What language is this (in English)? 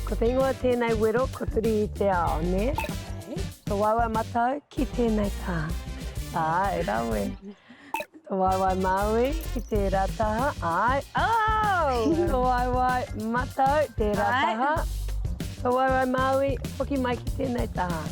Māori